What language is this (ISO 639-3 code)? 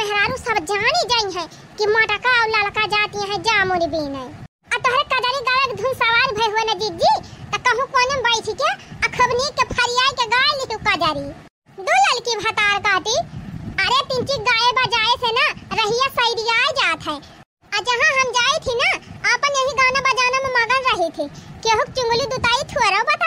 awa